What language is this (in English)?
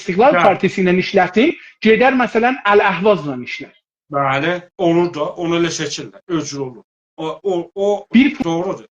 South Azerbaijani